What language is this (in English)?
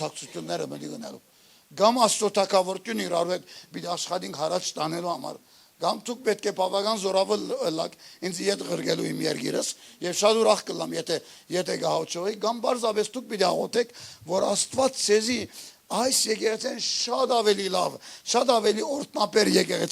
Western Armenian